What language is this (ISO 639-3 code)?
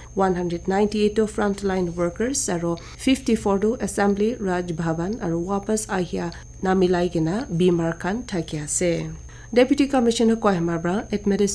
nag